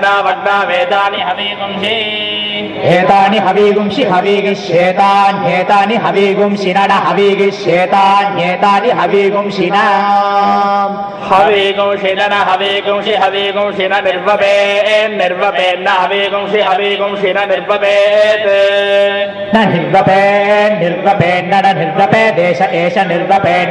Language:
Sanskrit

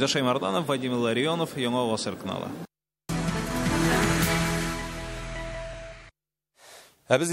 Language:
Tatar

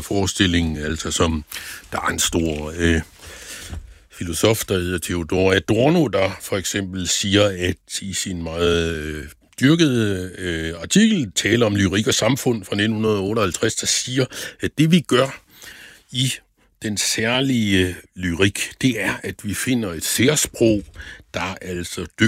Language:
Danish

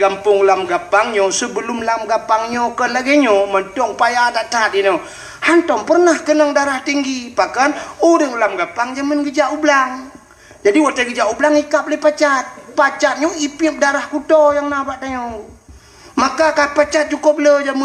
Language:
Achinese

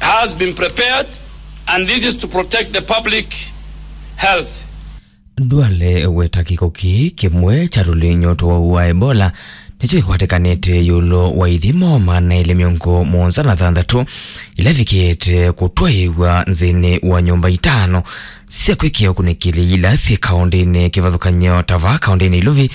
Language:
Kamba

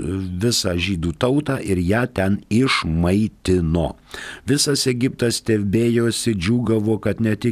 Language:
Lithuanian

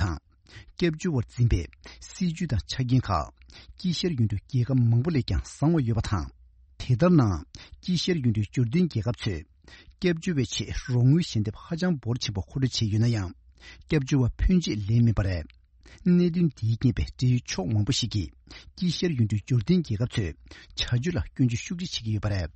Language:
Tibetan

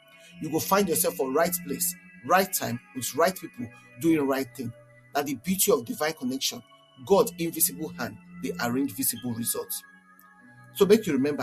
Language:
Nigerian Pidgin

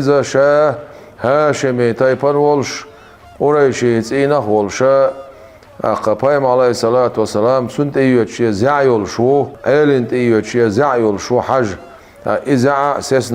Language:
Chechen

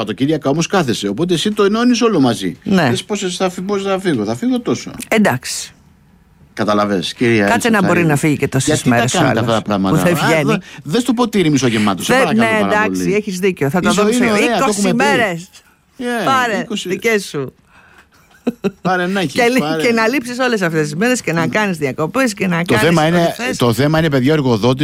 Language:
Greek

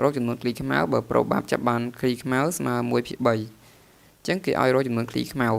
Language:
Khmer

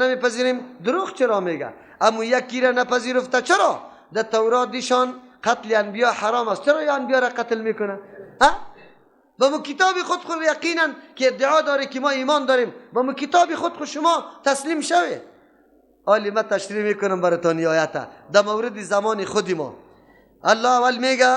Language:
Persian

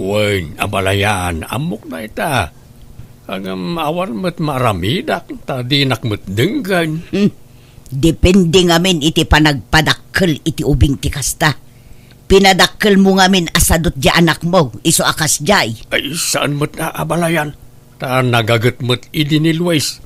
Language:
Iloko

